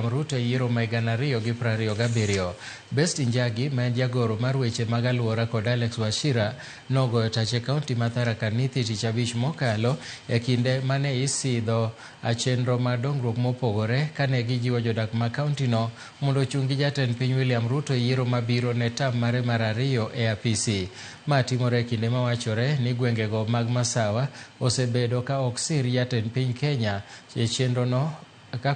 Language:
Luo (Kenya and Tanzania)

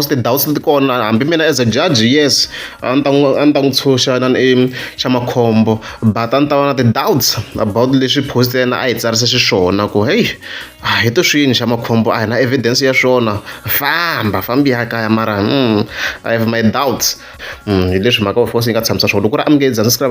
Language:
Tsonga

